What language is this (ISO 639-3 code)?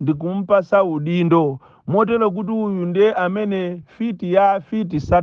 nya